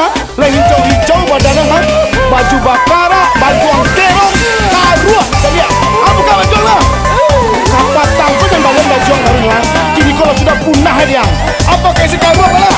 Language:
Minangkabau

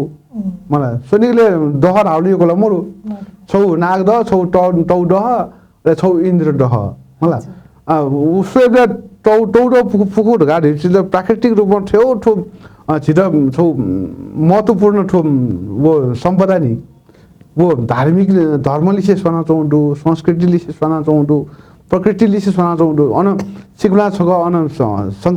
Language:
Newari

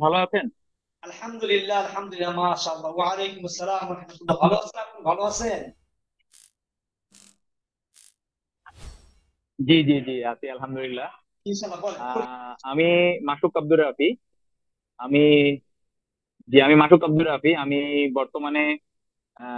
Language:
Bangla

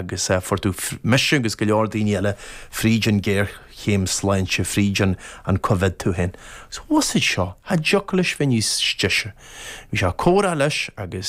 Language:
Irish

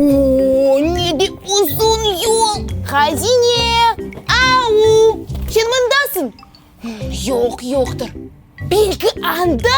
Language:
Crimean Tatar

